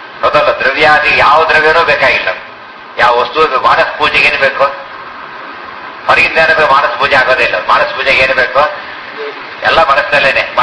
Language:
Kannada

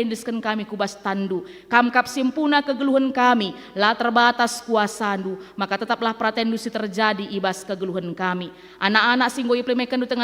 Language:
Batak Karo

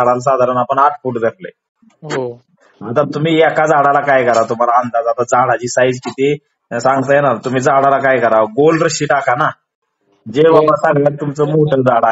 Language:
Marathi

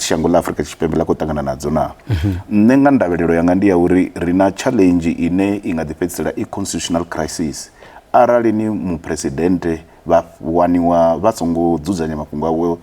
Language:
Venda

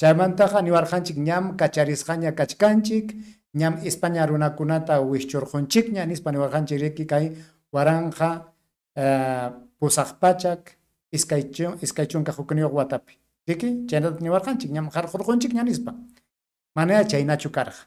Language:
Ayacucho Quechua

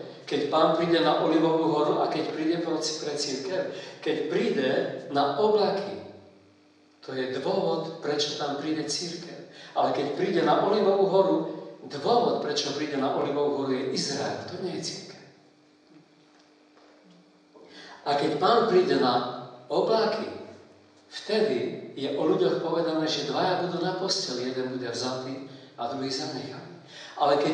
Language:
Slovak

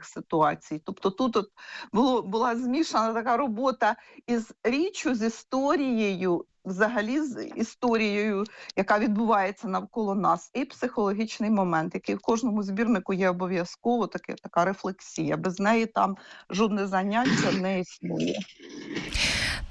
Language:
Ukrainian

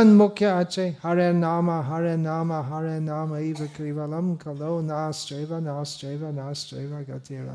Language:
Bangla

